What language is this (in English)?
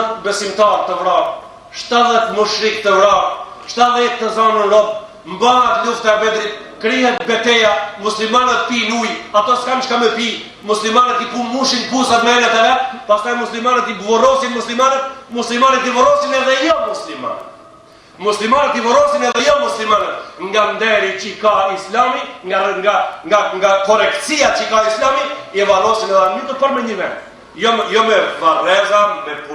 Albanian